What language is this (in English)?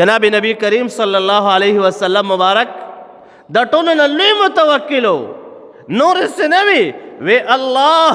Pashto